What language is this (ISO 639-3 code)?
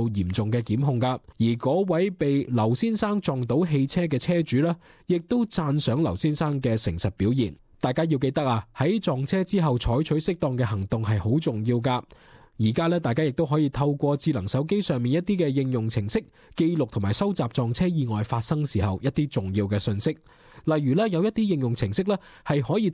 yue